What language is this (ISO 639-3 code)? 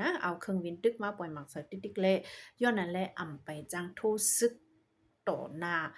shn